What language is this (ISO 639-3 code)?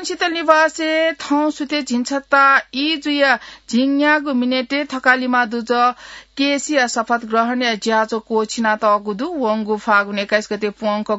new